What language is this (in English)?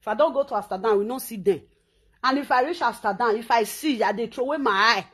Nigerian Pidgin